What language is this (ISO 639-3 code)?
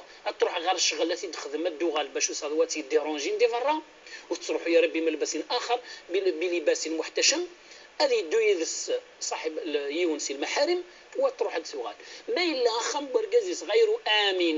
kab